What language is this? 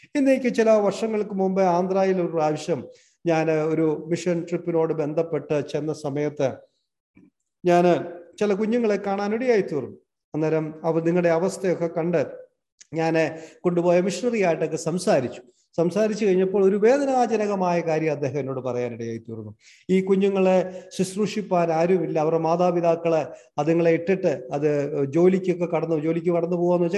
Malayalam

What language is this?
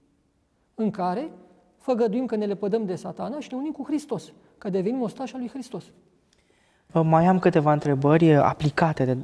Romanian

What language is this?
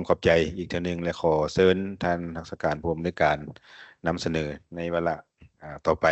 Lao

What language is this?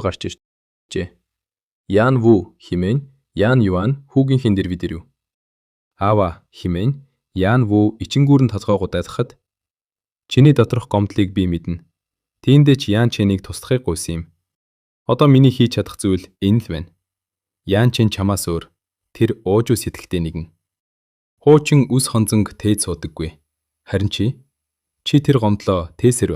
Mongolian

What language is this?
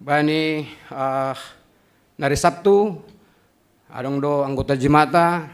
Batak Simalungun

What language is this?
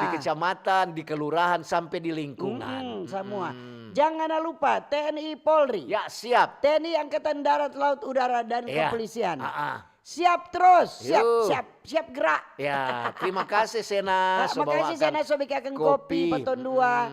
Manado Malay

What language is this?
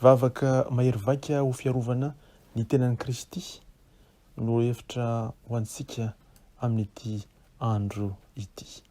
Malagasy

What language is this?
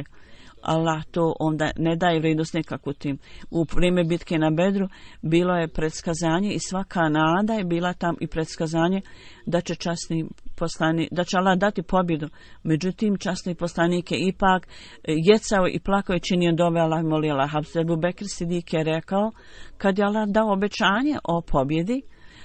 Bosnian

